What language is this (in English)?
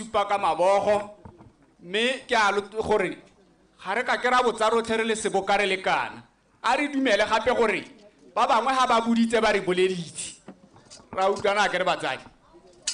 Tswana